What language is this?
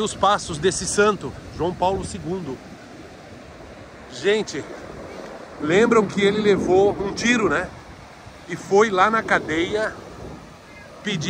Portuguese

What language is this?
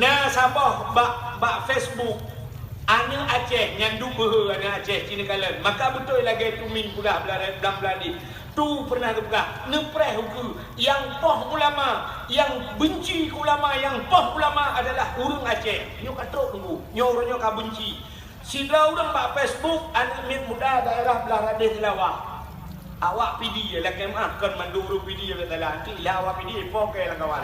Achinese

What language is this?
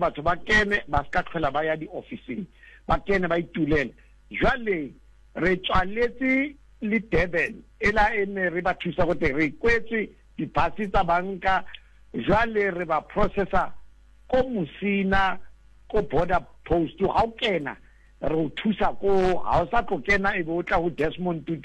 Southern Sotho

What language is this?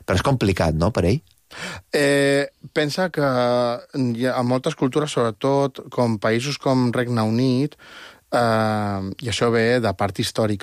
Catalan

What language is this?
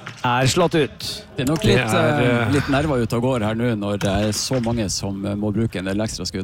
Norwegian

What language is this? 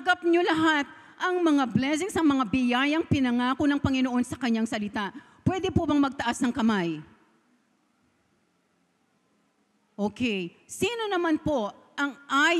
Filipino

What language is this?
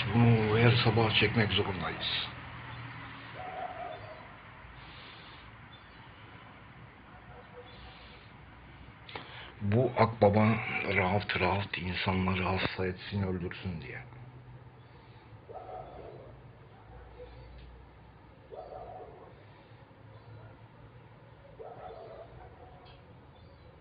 Turkish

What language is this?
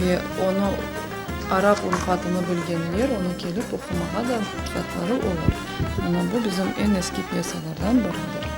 Crimean Tatar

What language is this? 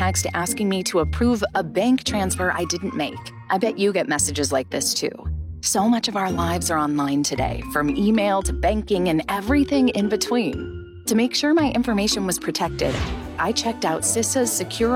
English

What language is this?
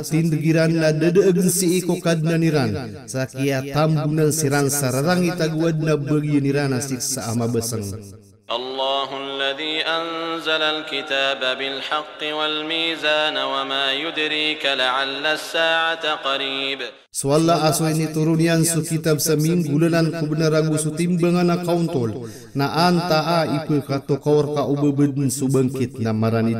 Maranao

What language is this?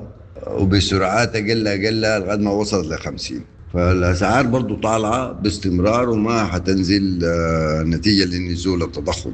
Sudanese Arabic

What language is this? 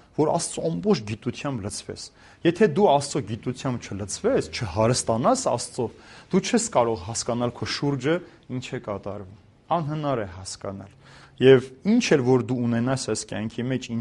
Armenian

